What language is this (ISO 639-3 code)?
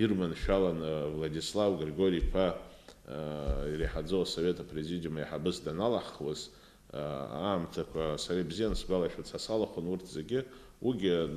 abk